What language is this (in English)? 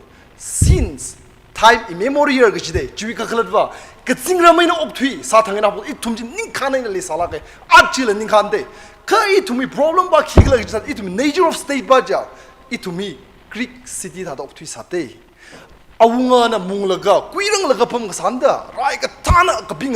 Tangkhul Naga (India)